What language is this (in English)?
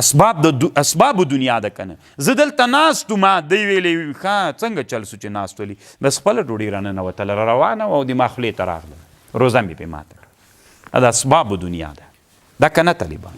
Pashto